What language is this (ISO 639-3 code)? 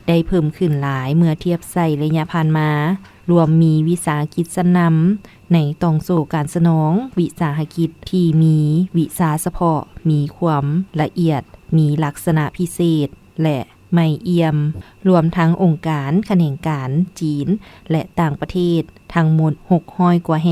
lao